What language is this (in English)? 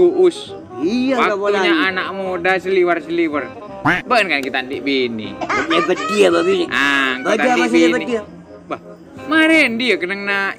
Madurese